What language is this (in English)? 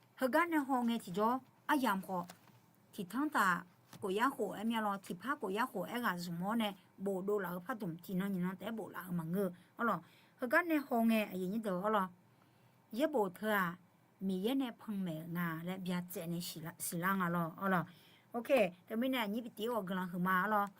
Akha